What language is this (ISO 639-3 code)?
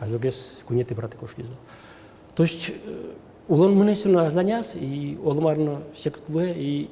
udm